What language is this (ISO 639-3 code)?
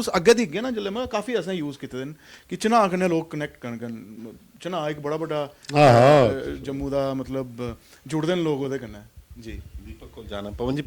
doi